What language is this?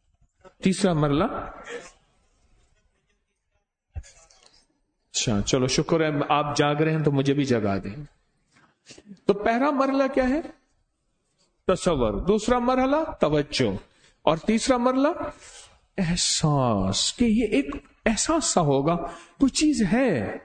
Urdu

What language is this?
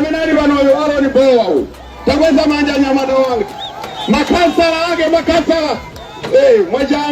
Nyanja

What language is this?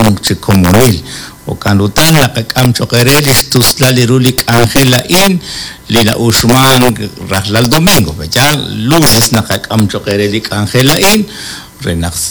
Kekchí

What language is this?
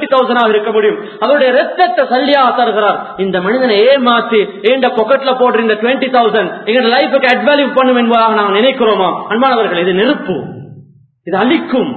Tamil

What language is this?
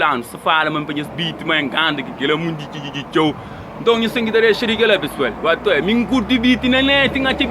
Kabuverdianu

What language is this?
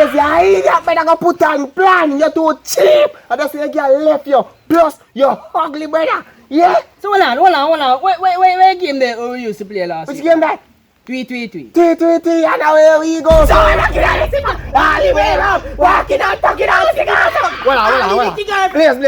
Jamaican Creole English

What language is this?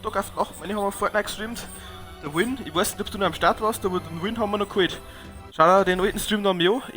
Bavarian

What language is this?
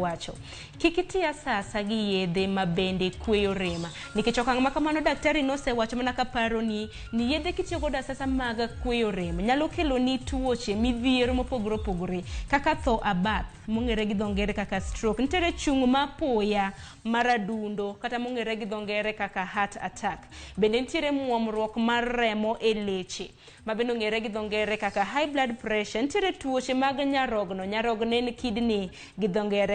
Luo (Kenya and Tanzania)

